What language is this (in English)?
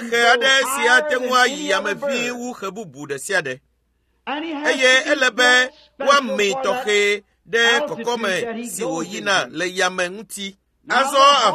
Ewe